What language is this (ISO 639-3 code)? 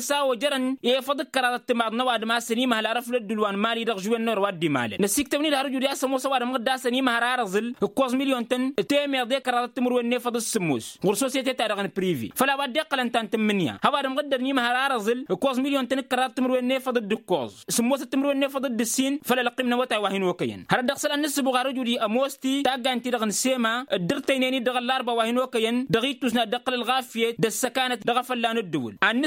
taq